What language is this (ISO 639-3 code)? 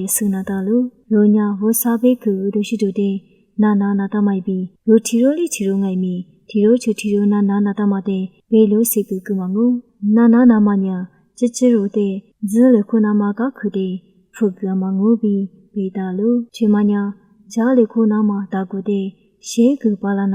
lis